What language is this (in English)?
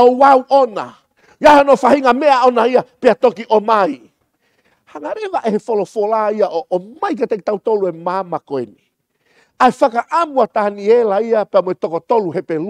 Tongan